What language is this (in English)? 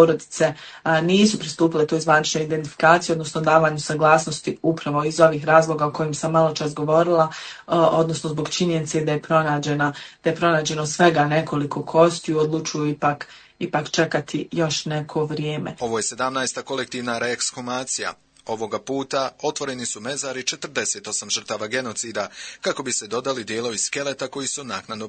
Bosnian